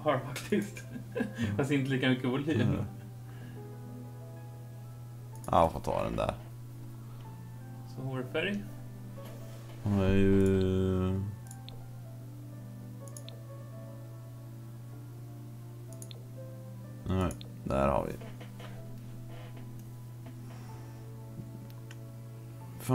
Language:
Swedish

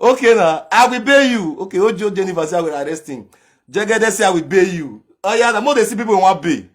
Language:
Nigerian Pidgin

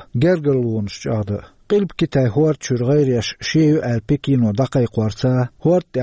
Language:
Chechen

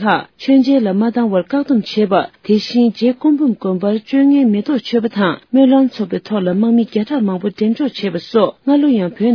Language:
Tibetan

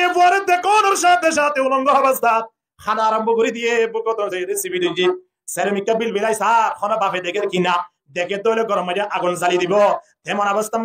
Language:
Rohingya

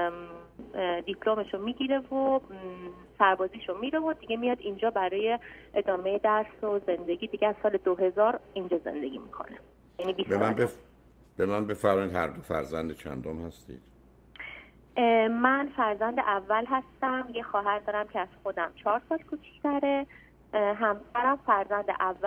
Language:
Persian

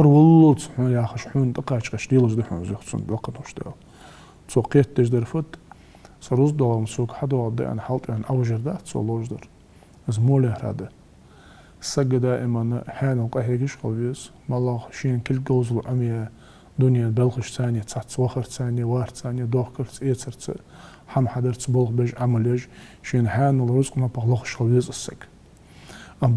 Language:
Ingush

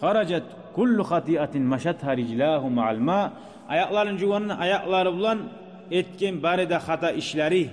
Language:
Kumyk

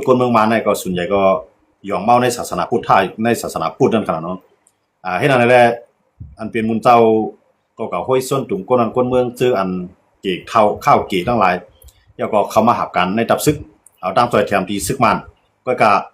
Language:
Shan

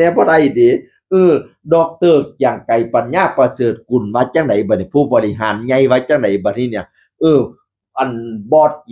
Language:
Northeastern Thai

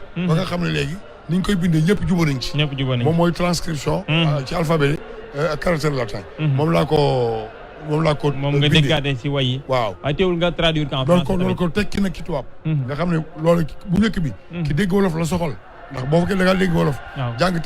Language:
Wolof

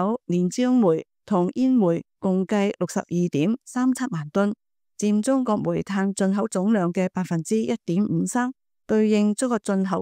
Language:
Cantonese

